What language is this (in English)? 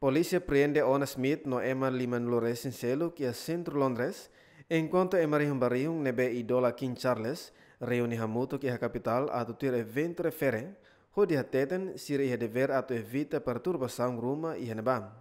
Tetum